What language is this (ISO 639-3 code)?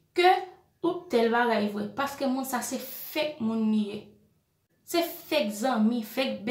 hat